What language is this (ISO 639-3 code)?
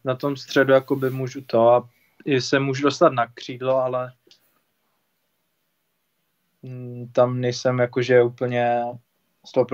ces